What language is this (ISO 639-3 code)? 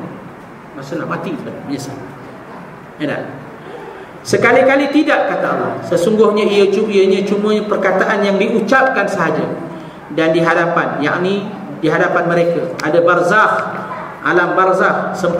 msa